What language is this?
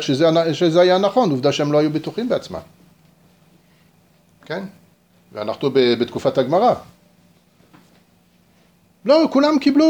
Hebrew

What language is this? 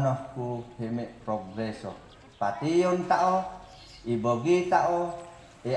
Mayoyao Ifugao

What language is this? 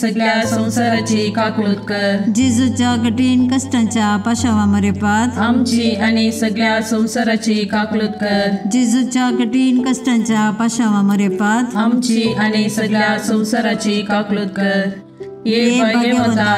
Konkani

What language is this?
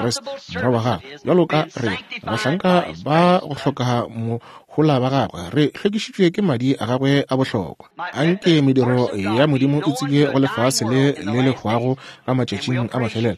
Northern Sotho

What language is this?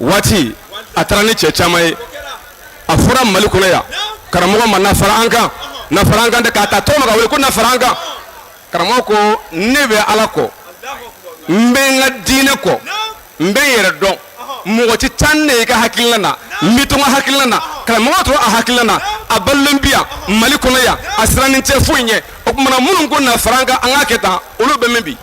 Bambara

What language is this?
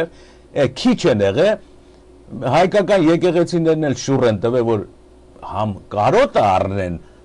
Armenian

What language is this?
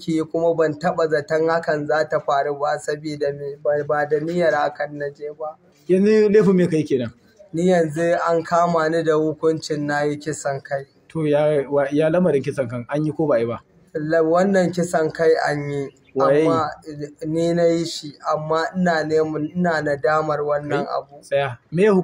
Hausa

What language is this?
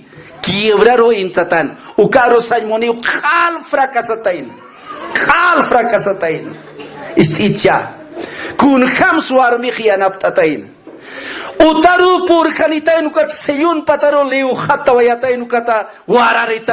Aymara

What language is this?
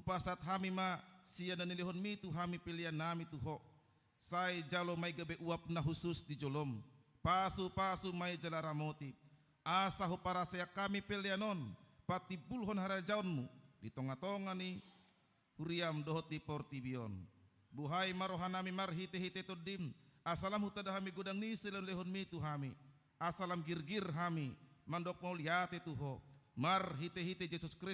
Batak Toba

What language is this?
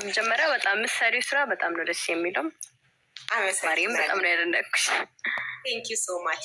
Amharic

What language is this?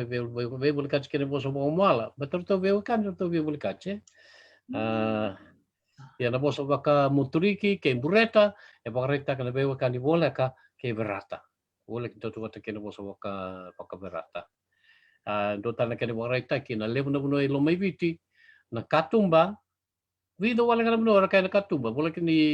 Fijian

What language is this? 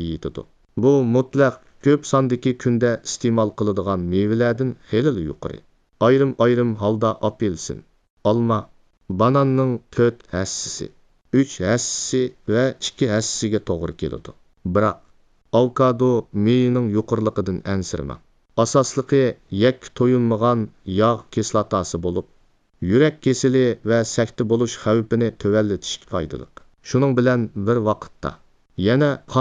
Uyghur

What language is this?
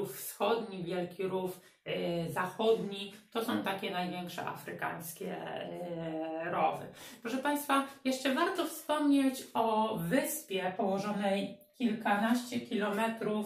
Polish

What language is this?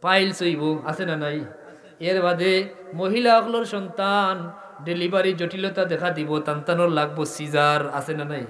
Sylheti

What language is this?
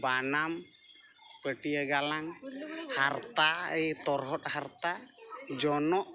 Santali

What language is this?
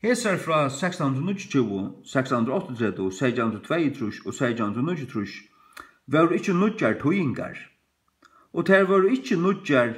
Faroese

